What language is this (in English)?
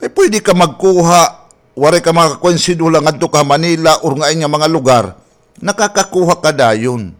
Waray